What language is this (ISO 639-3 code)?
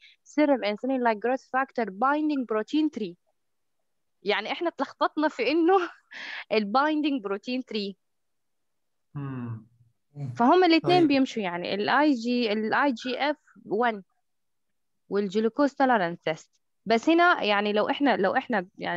arz